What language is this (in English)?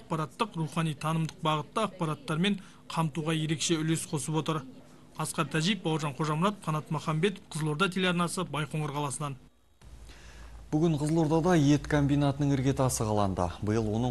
Kazakh